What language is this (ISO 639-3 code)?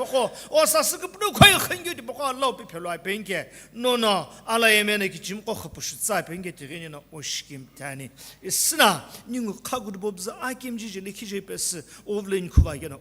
nsm